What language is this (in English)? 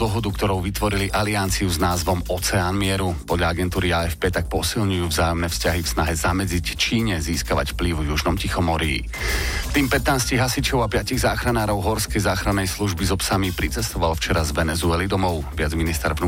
Slovak